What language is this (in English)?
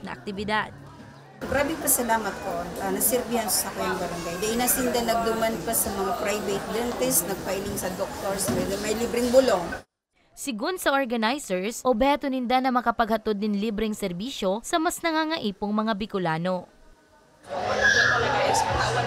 Bikol